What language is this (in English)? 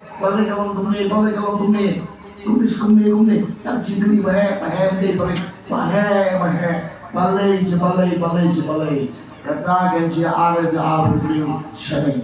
Khasi